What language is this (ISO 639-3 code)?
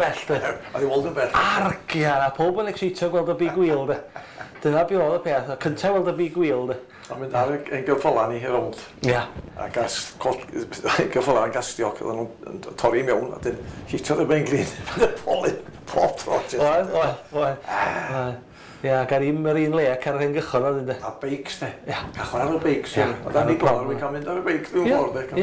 cym